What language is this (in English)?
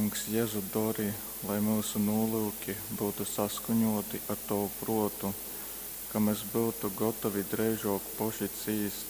Latgalian